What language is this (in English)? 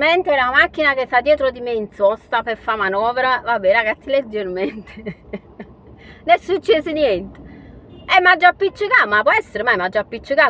Neapolitan